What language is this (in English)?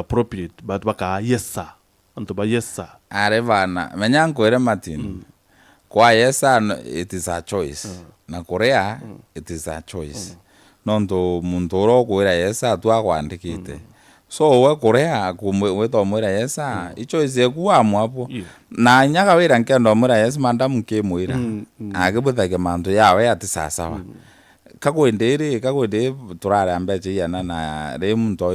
Meru